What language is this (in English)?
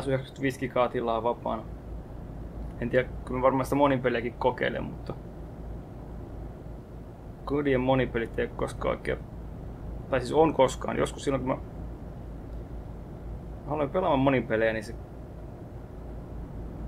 Finnish